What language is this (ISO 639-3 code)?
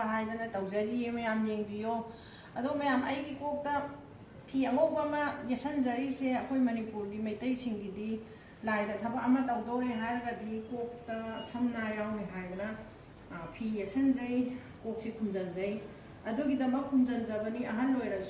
mni